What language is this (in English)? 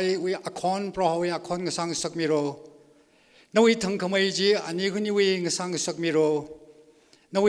Tangkhul Naga (India)